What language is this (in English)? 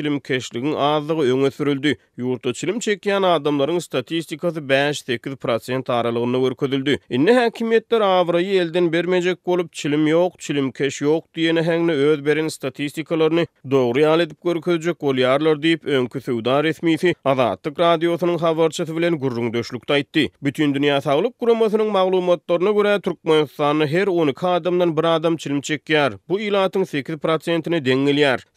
Turkmen